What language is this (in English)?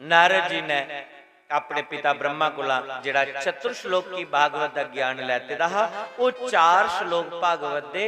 Dogri